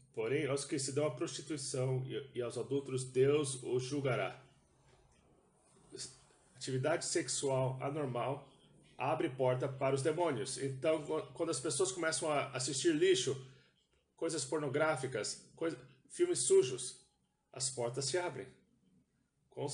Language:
Portuguese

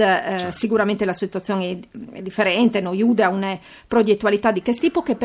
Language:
Friulian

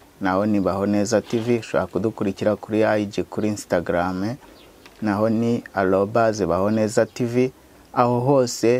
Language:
Kinyarwanda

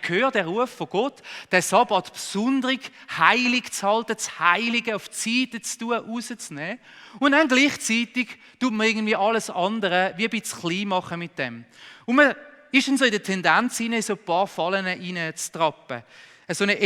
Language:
Swiss German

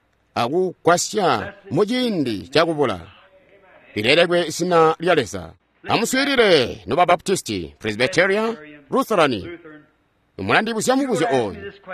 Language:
Tonga (Zambia)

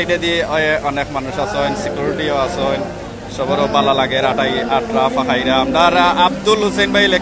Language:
Sylheti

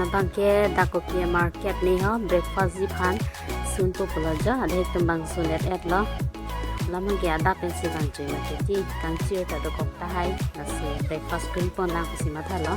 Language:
Karbi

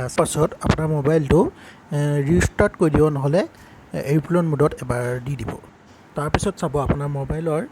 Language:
Assamese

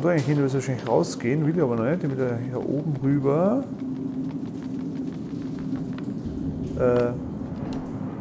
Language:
German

